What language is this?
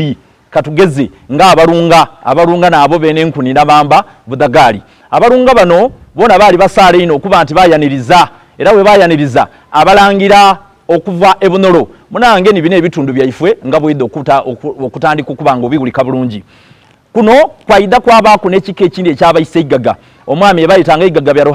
Soga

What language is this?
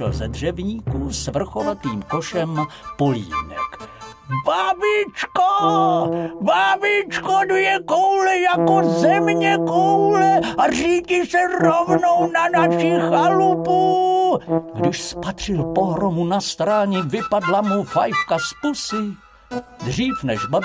Czech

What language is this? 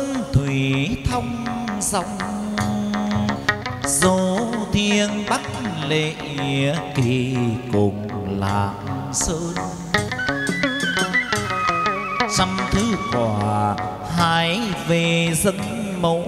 Vietnamese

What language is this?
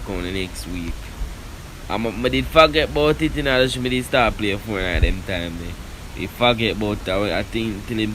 Jamaican Creole English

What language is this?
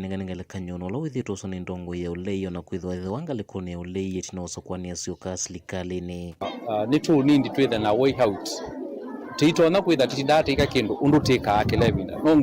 Kamba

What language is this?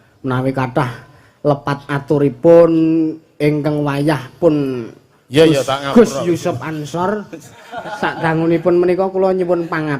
Javanese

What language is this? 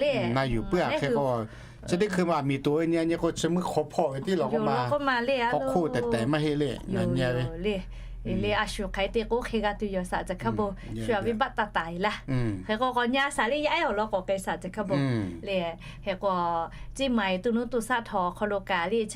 Lahu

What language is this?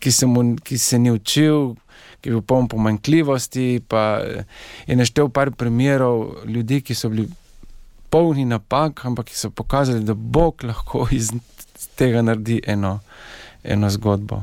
Slovenian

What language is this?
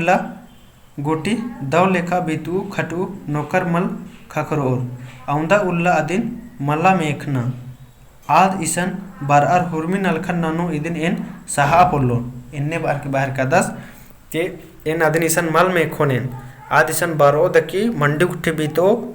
Kurukh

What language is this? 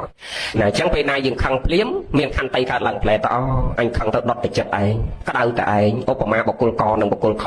Khmer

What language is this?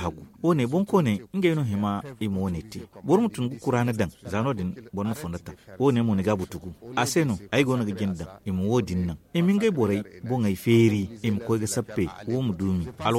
Zarma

